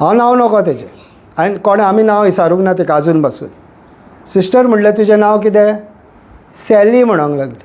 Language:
Konkani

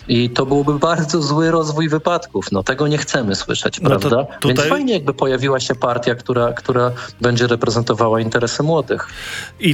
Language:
Polish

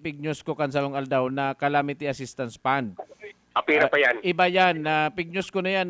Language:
Bikol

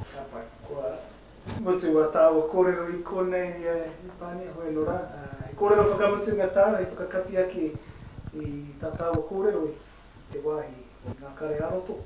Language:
Māori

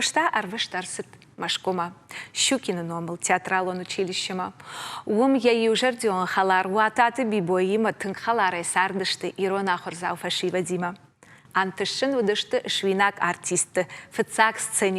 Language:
Ossetic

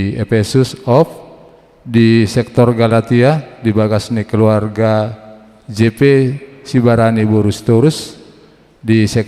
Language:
Batak Toba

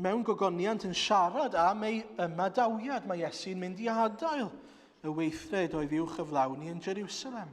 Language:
Welsh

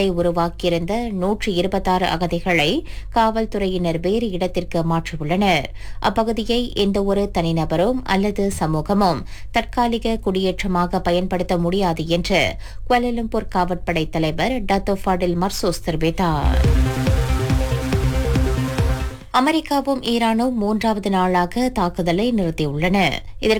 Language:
Tamil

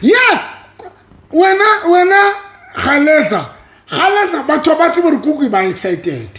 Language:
Southern Sotho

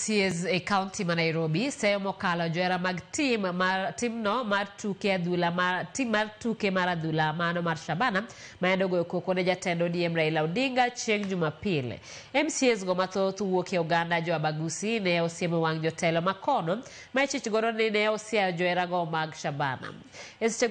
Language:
Luo (Kenya and Tanzania)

